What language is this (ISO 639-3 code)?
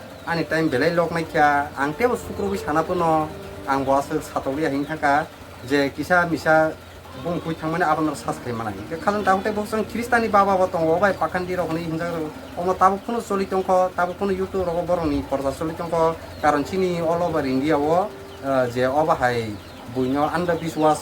trp